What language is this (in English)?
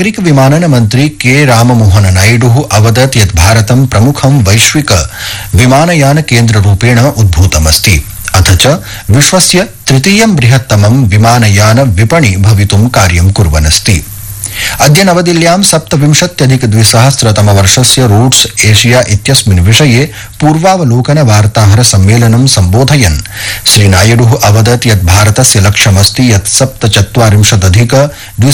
Sanskrit